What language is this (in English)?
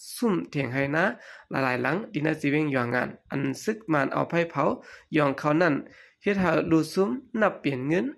Shan